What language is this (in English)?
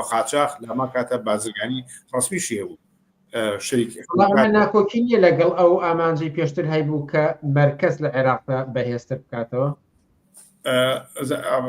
Central Kurdish